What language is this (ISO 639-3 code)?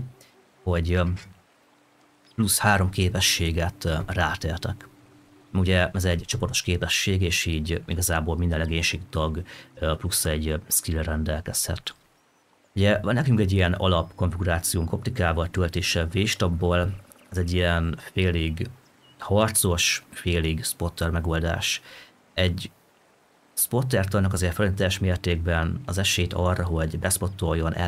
hun